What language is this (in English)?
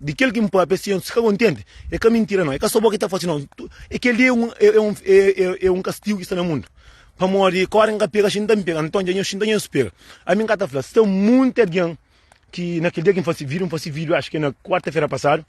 Kabuverdianu